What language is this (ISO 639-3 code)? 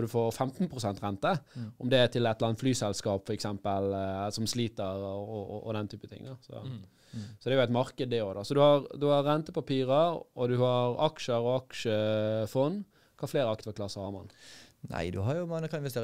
nor